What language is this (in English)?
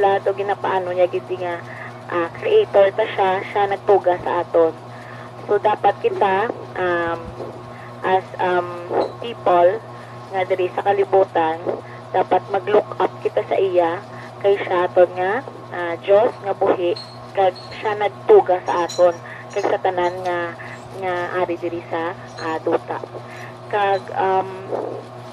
Hiligaynon